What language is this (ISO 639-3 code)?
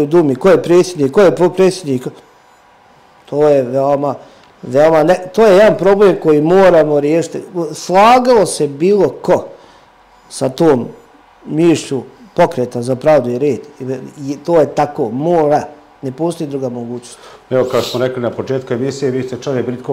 srp